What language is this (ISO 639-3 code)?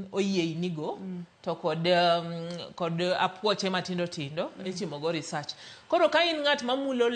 luo